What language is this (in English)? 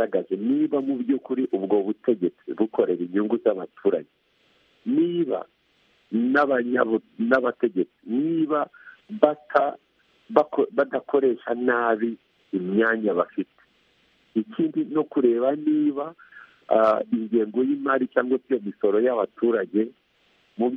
Kinyarwanda